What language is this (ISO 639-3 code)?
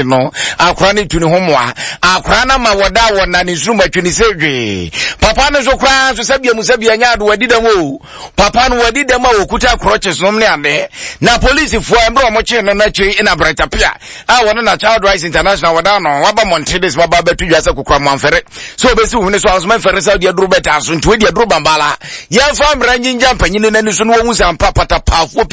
aka